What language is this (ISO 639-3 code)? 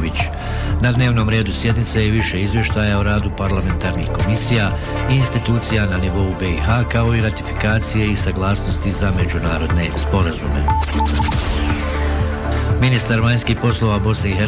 bos